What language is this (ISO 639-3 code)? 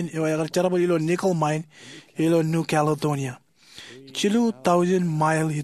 mah